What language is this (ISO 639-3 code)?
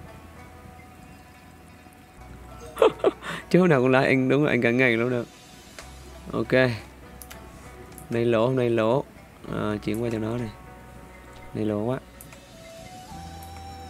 vie